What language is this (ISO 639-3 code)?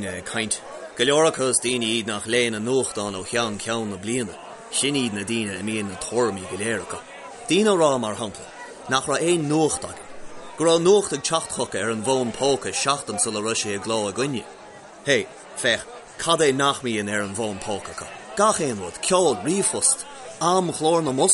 gle